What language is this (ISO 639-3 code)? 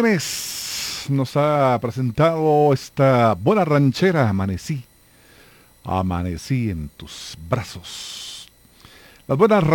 spa